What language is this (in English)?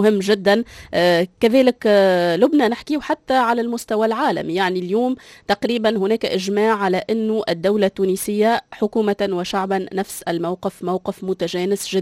Tunisian Arabic